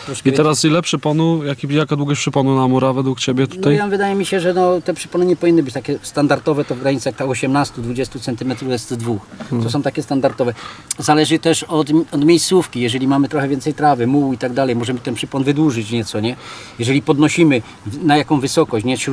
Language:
Polish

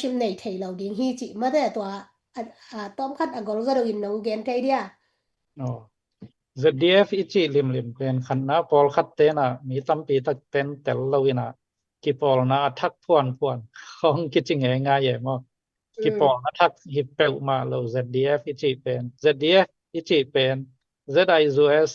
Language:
Tedim Chin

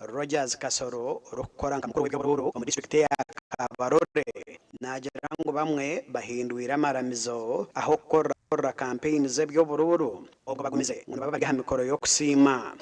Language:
Nyankole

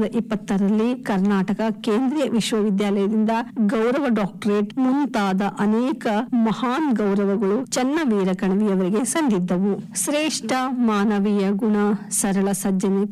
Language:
Kannada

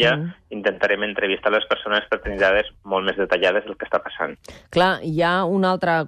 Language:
Catalan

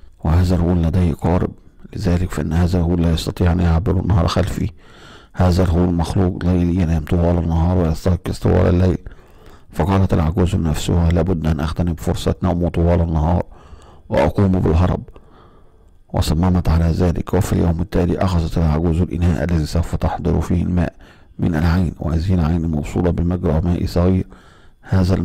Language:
Arabic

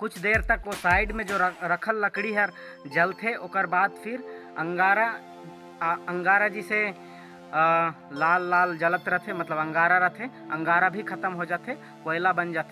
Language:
Chhattisgarhi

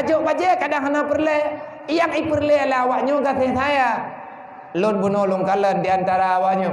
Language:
Achinese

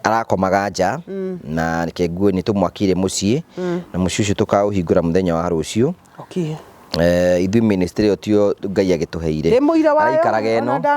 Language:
Kikuyu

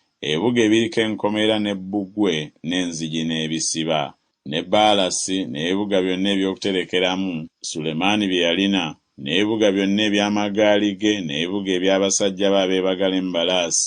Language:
Ganda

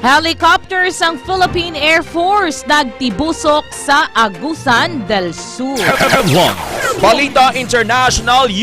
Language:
Hiligaynon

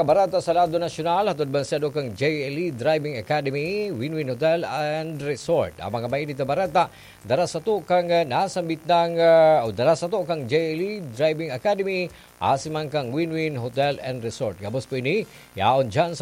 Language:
Bikol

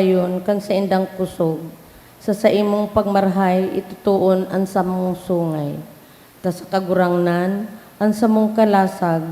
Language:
Bikol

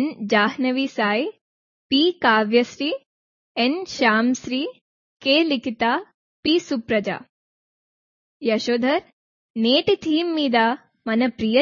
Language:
Telugu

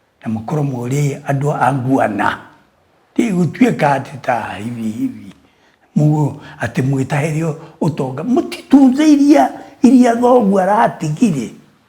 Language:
Kikuyu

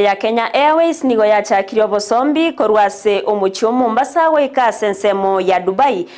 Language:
Gusii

